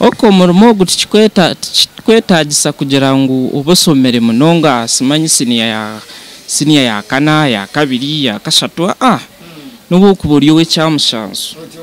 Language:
Nyankole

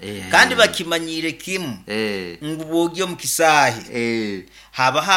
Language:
Nyoro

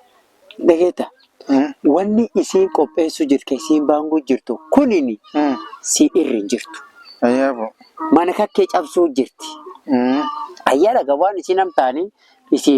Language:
Oromo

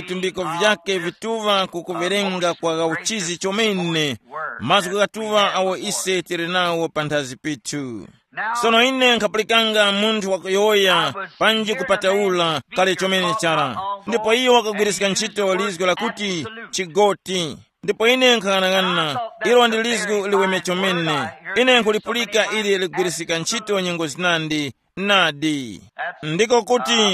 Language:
Tumbuka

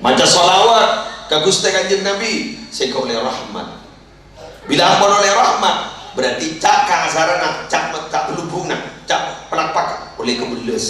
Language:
Madurese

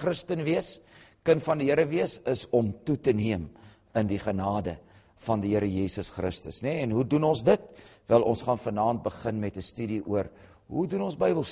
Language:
Afrikaans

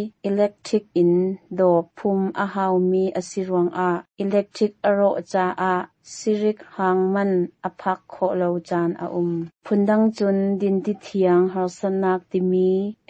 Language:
Hakha Chin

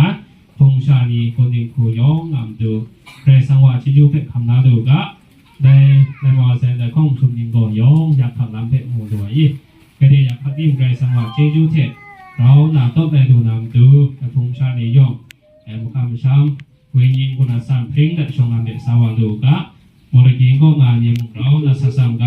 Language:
Kachin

